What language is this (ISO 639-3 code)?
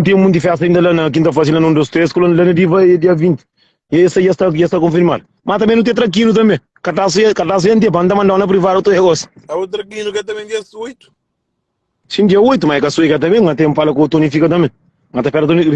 kea